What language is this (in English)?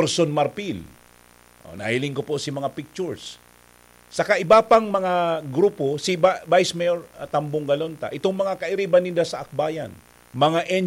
Bikol